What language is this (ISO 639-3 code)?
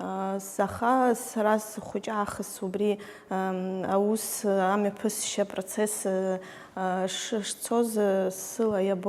abk